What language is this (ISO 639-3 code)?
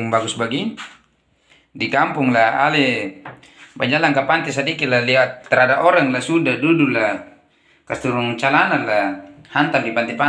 abs